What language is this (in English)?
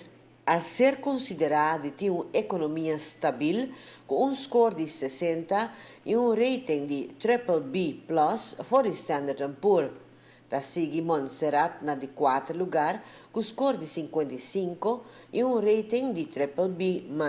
Papiamento